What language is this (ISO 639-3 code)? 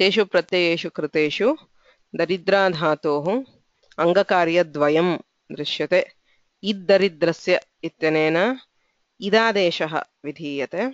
san